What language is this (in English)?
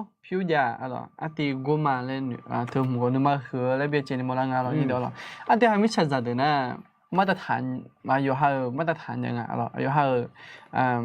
Akha